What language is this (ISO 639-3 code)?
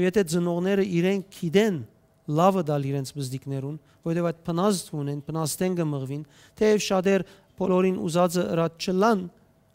hyw